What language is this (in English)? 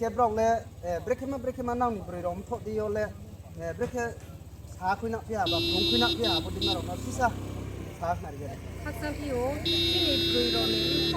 Riang (India)